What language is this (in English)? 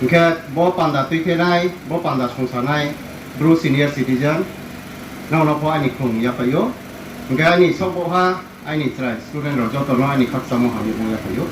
Riang (India)